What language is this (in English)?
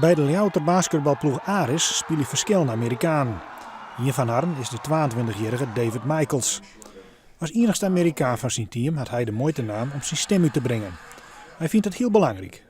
Western Frisian